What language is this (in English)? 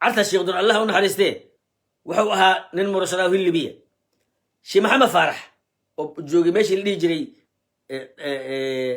Somali